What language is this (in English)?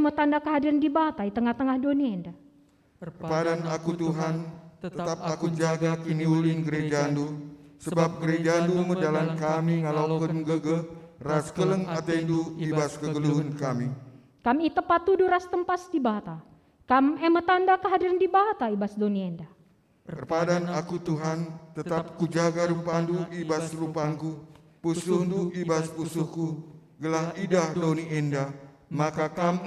Batak Karo